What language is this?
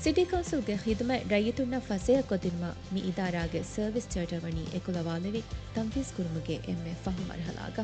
Divehi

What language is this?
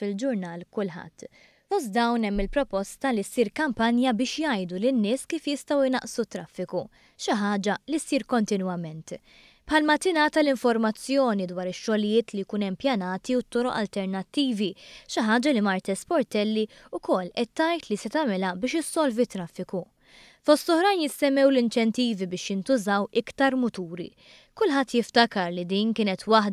Maltese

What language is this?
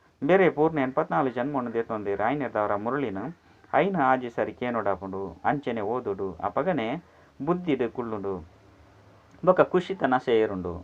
Tulu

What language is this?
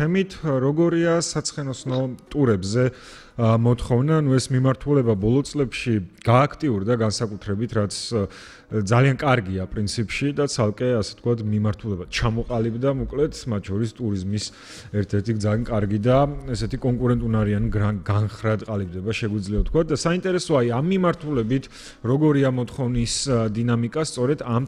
Georgian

